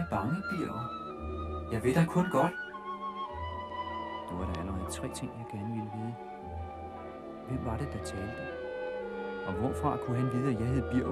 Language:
Danish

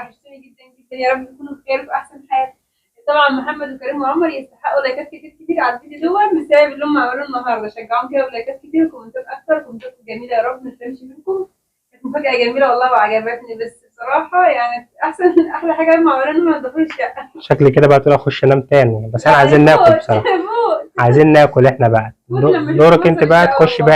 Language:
Egyptian Arabic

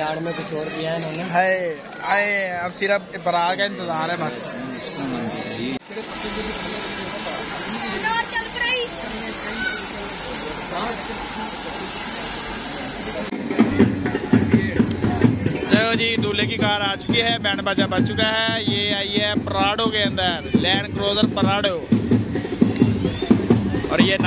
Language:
Hindi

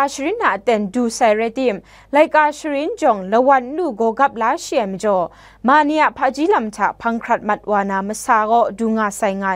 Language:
Kachin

